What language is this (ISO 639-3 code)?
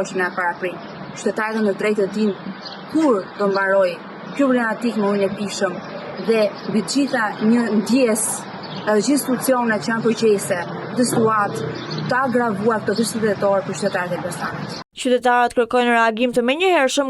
sqi